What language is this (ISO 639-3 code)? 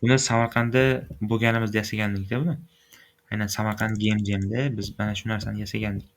uzb